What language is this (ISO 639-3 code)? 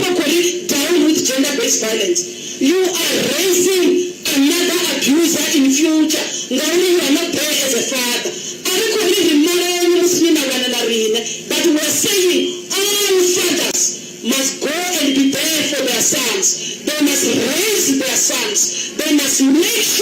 ven